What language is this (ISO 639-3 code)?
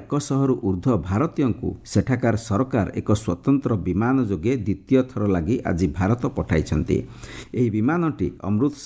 ori